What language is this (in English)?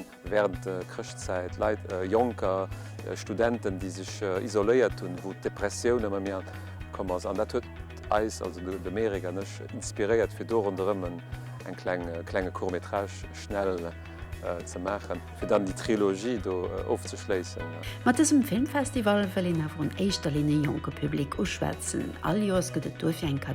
Luxembourgish